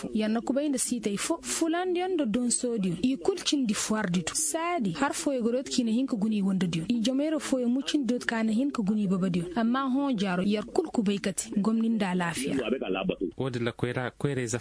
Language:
Koyraboro Senni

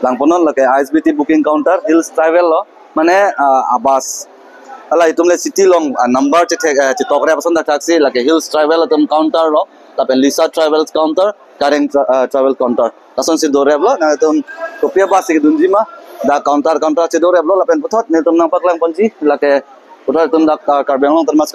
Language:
Karbi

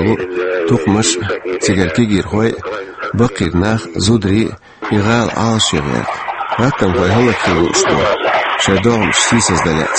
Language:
Chechen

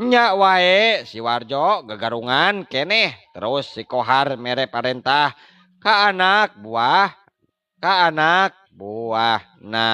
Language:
Sundanese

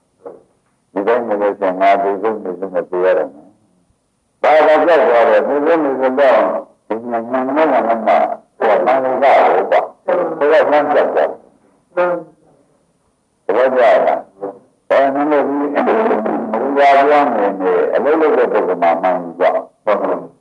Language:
Burmese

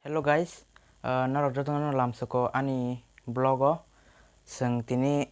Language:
Kok Borok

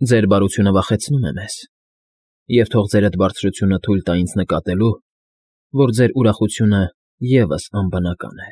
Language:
Armenian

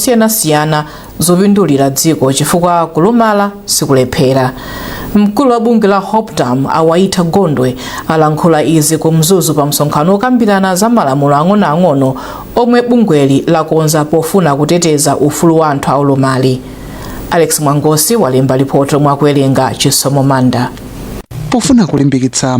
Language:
Nyanja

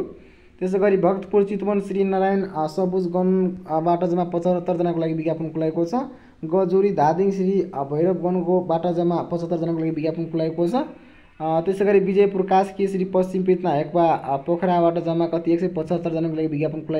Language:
Nepali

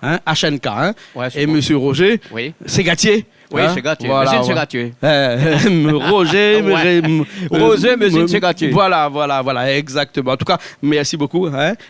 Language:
Réunion Creole French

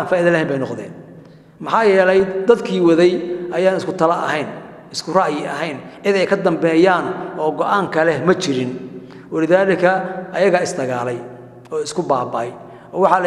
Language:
Somali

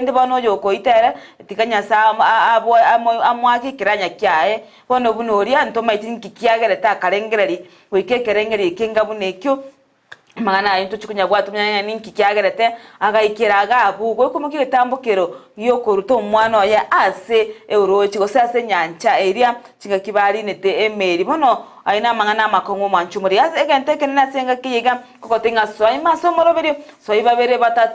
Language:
Gusii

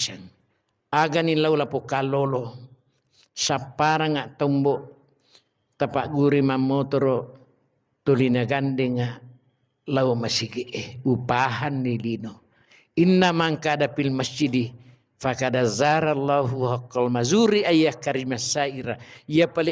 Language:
Buginese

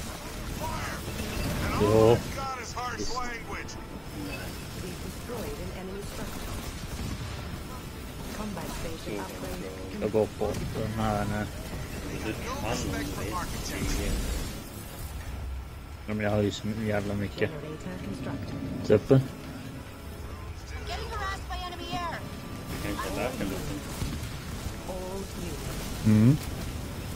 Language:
Swedish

